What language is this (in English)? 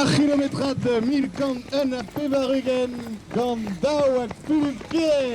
Breton